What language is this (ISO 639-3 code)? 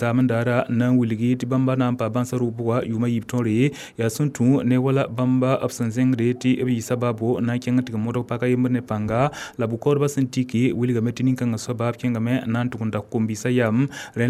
mos